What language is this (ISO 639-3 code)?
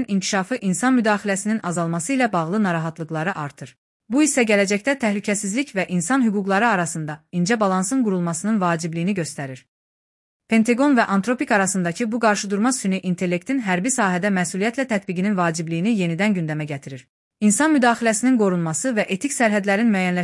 aze